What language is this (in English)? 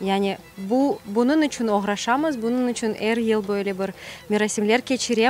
Crimean Tatar